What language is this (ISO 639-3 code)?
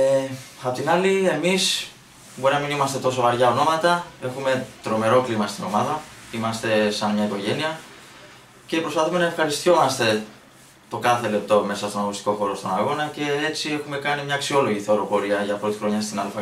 ell